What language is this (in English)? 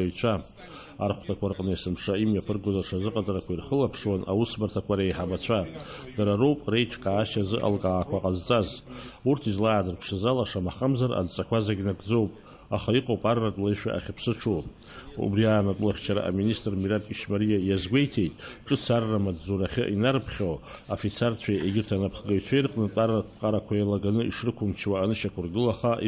Abkhazian